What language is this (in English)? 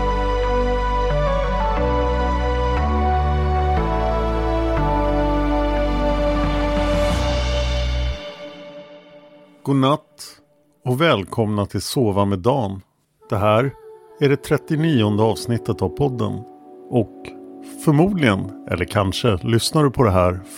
Swedish